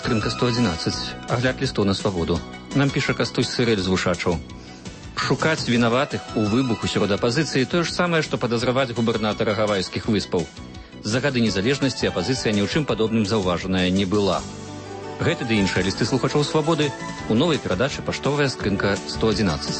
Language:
Belarusian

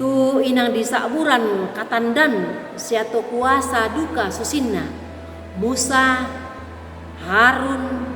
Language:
Toraja-Sa'dan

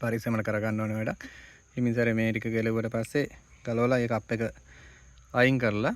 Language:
Sinhala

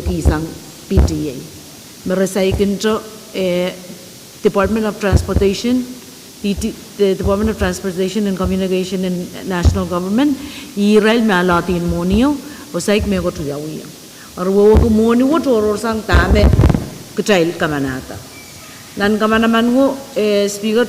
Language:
Pohnpeian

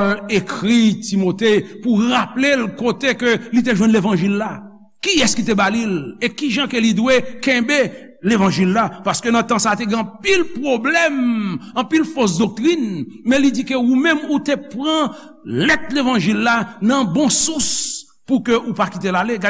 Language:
Haitian Creole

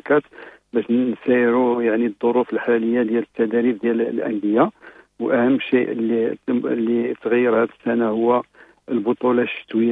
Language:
Moroccan Arabic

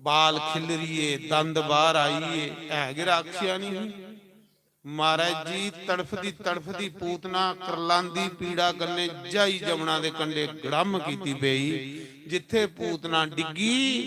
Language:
Dogri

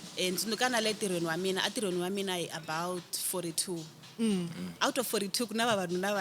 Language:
Tsonga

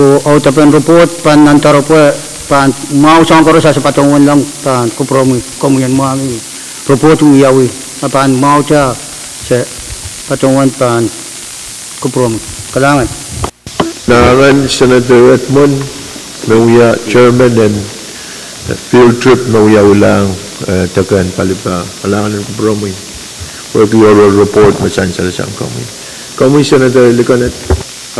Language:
Pohnpeian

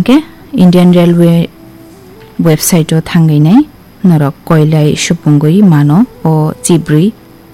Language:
Kok Borok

